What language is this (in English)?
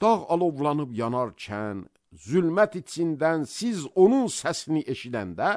Azerbaijani